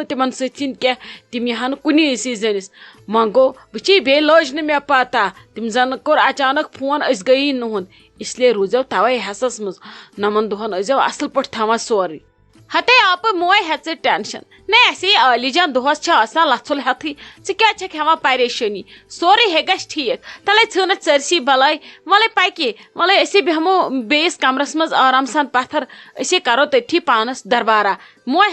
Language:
Kashmiri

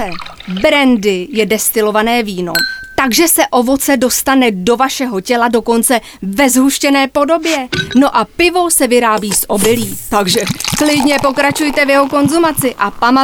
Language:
Czech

